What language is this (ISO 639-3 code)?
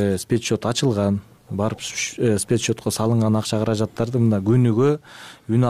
kir